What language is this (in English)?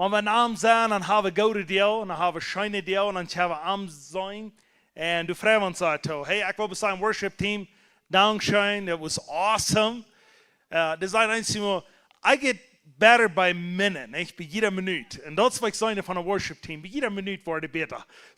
Plautdietsch